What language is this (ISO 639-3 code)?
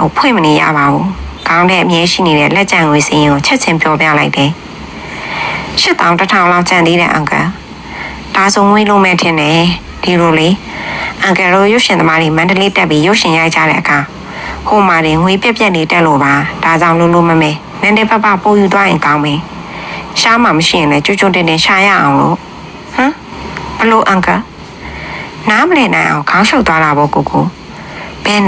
mya